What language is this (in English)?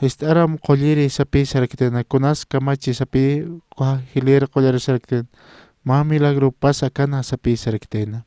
Aymara